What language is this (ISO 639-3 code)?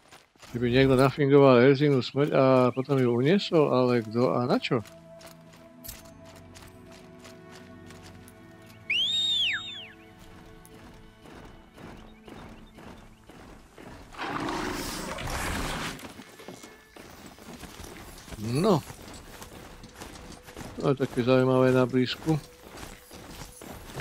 slk